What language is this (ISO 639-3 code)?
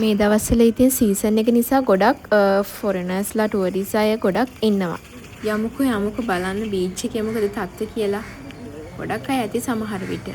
sin